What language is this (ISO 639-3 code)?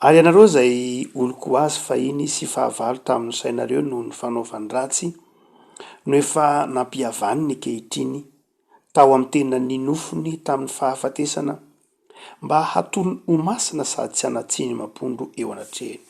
mlg